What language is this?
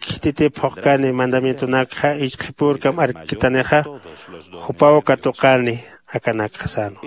Aymara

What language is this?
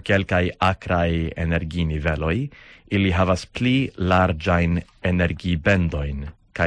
Esperanto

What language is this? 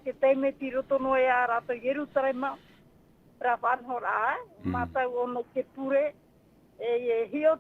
Tahitian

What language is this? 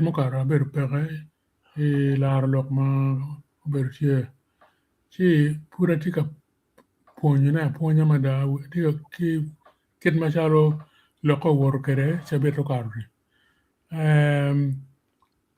Acoli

